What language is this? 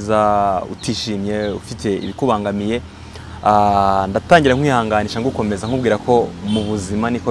Kinyarwanda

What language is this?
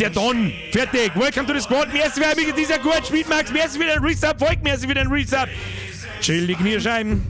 Bavarian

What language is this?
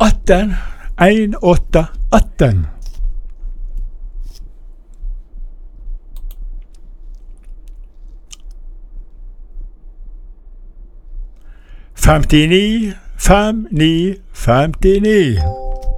Norwegian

